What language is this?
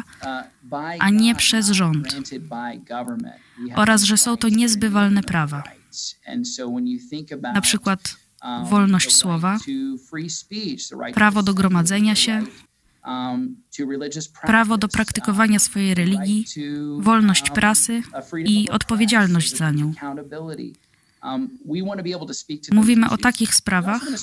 Polish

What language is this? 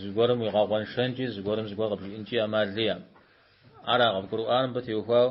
Kabardian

